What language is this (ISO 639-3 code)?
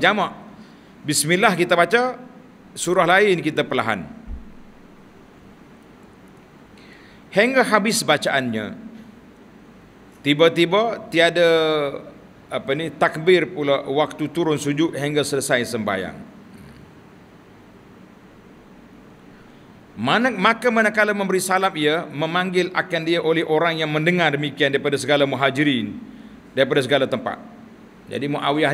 msa